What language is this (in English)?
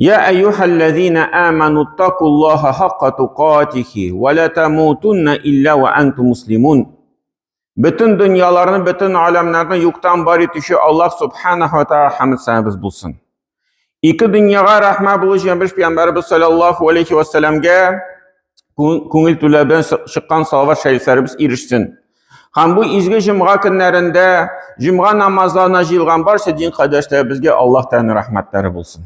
Tatar